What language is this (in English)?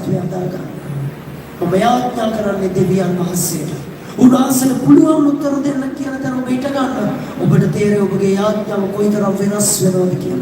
Sinhala